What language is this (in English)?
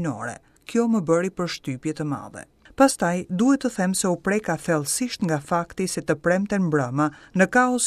Albanian